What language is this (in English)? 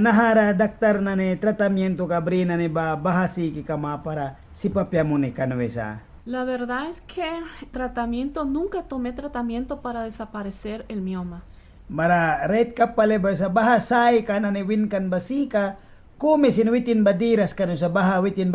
Mískito